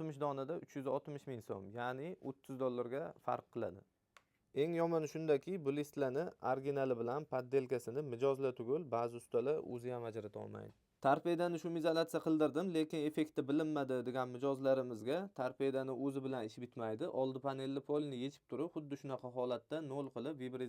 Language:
Uzbek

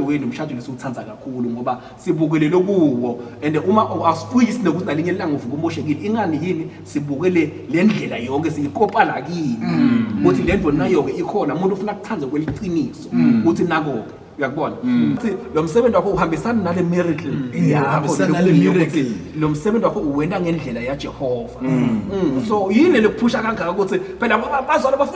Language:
Zulu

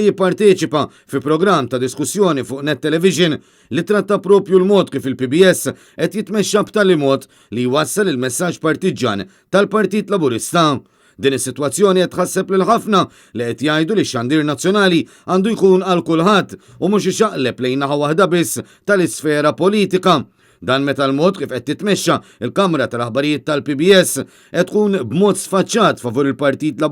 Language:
Maltese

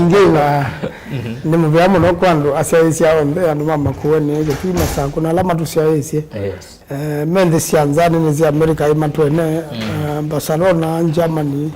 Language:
Kamba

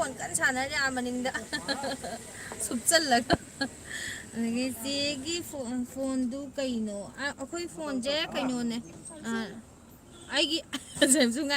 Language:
Manipuri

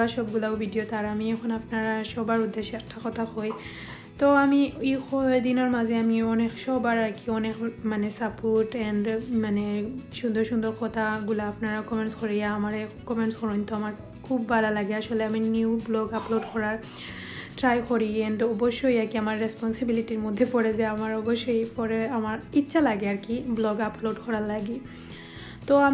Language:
Sylheti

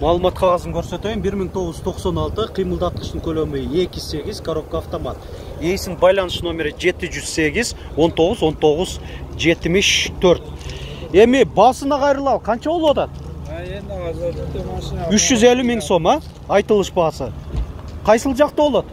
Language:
Kyrgyz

